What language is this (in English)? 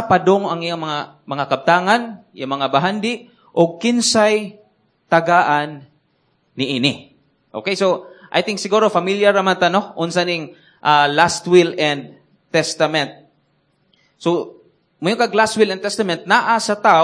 Cebuano